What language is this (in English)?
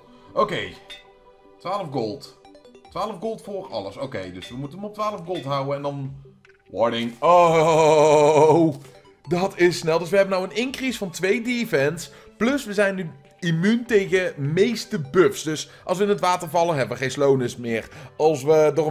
Dutch